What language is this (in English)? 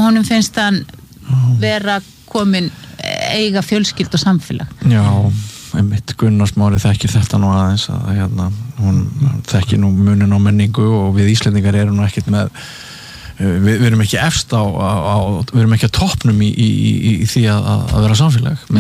Icelandic